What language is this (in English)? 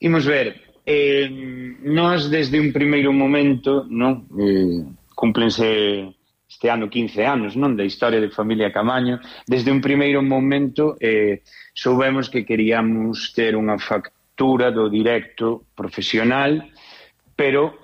Galician